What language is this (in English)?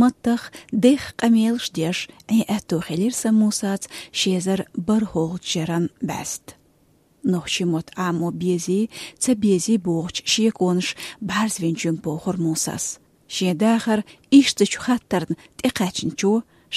Chechen